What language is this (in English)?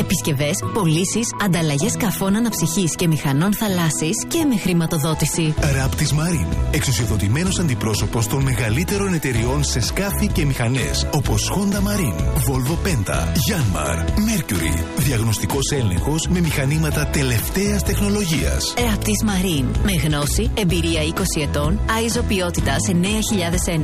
Greek